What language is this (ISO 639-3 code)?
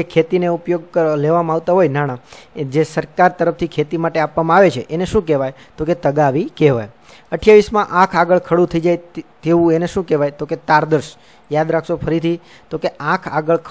guj